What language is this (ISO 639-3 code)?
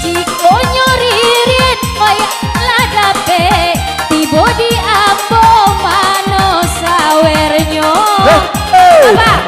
min